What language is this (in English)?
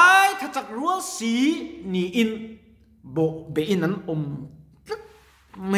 Mizo